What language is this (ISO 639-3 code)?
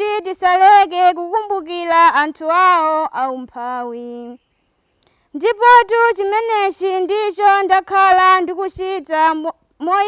nya